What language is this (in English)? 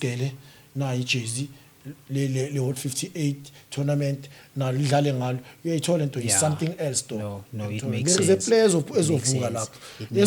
Zulu